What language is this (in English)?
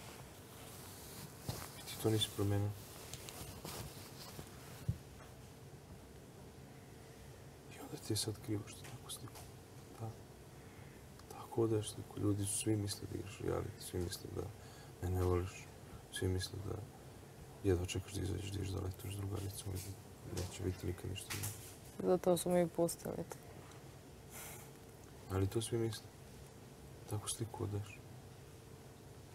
Serbian